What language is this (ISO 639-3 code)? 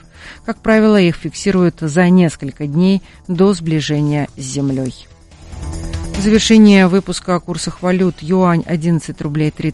rus